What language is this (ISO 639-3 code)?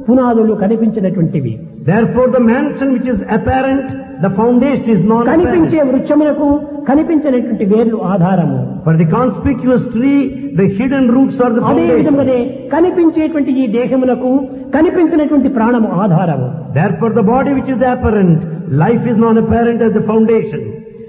tel